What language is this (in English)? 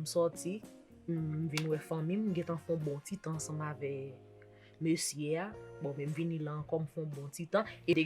Haitian Creole